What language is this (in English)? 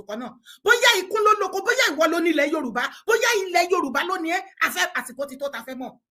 Yoruba